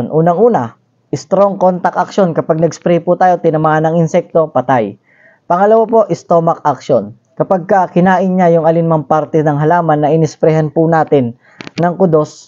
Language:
Filipino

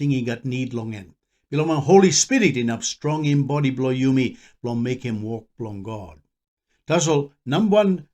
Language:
Tok Pisin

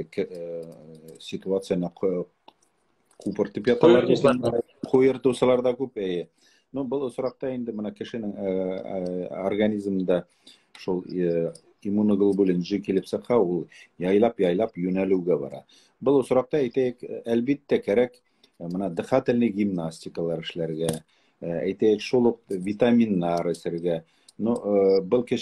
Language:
Bashkir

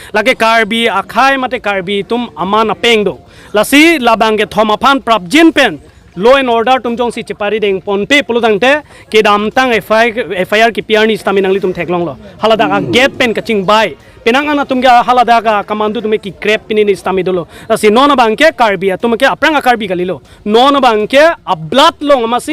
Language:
Karbi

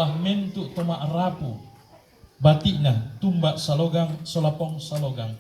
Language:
Toraja-Sa'dan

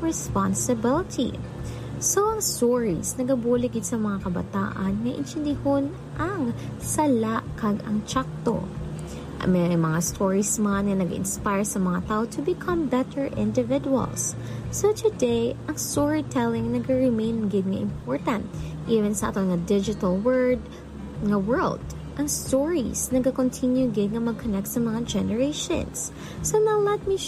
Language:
Hiligaynon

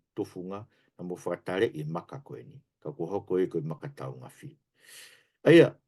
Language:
Tongan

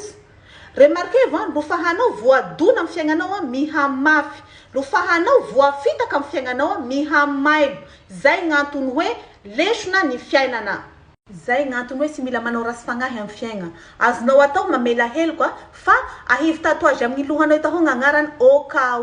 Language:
Malagasy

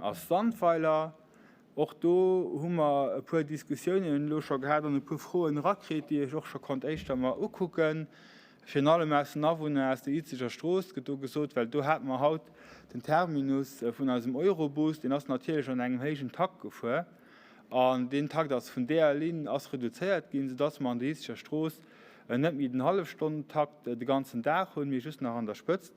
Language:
Luxembourgish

